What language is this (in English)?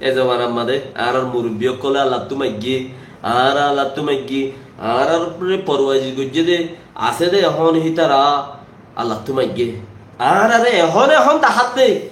Rohingya